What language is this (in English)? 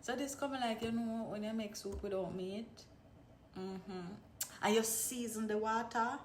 Jamaican Creole English